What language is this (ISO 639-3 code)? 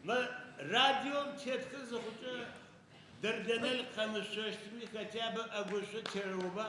ady